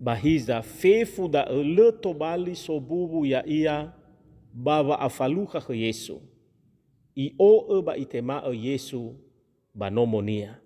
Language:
Nias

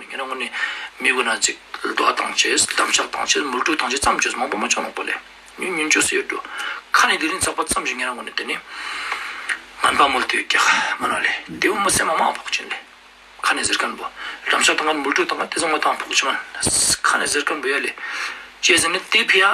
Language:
Ladakhi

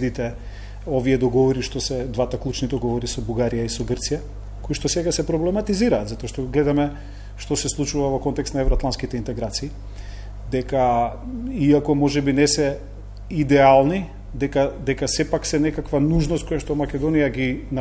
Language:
Macedonian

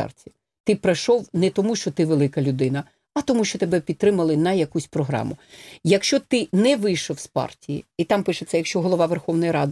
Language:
Ukrainian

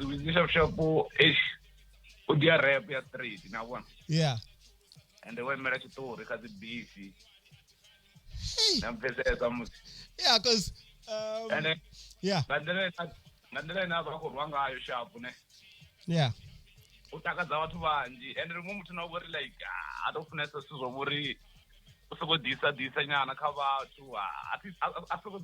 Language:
Venda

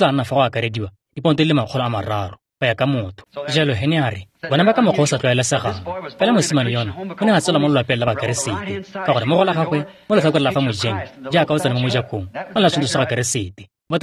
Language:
Tswana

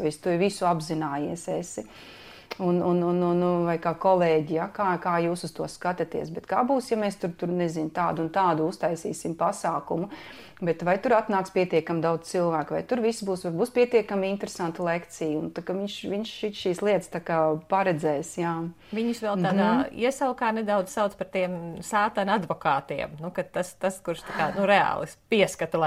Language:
Latvian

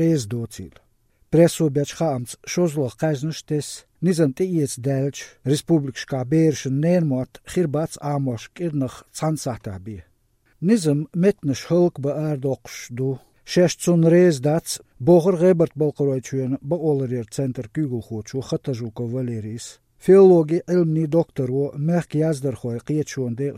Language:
Chechen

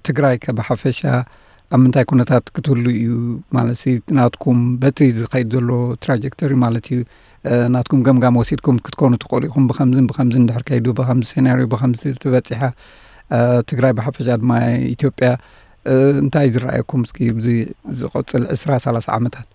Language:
Tigrinya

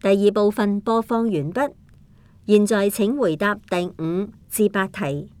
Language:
Cantonese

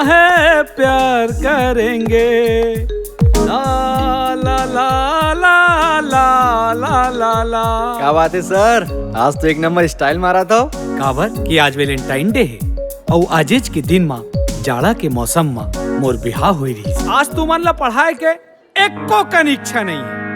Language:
Chhattisgarhi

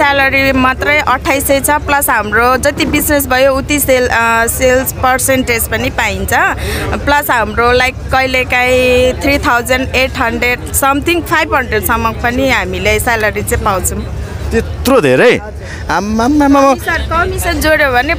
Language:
Nepali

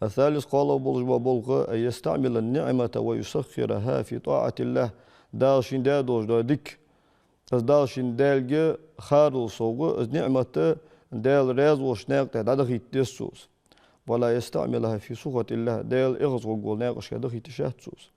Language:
Ingush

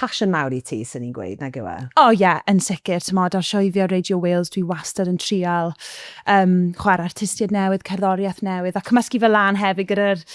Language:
Welsh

